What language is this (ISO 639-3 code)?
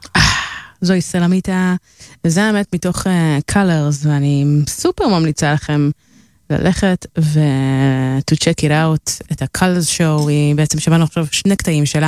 heb